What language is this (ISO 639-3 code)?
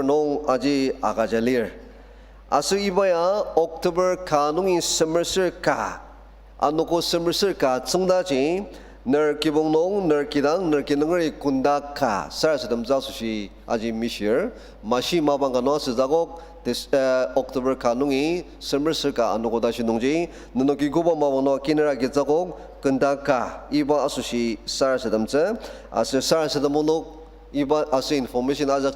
njo